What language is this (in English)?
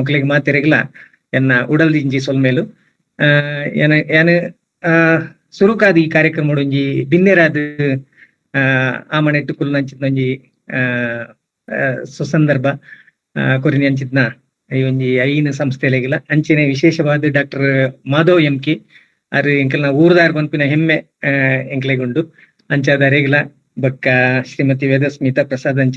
Tulu